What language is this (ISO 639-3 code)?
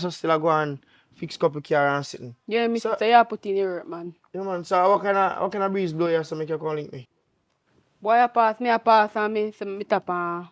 jam